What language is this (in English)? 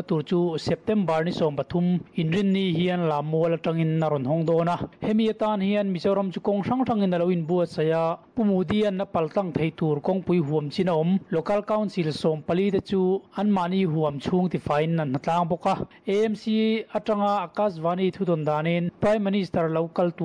Mizo